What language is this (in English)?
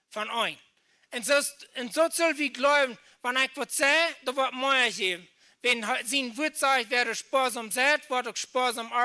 Plautdietsch